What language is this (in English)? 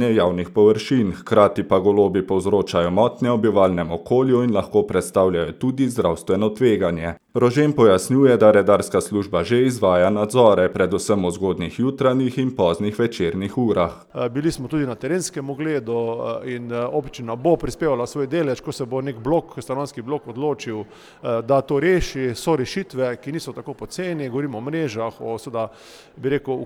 Slovenian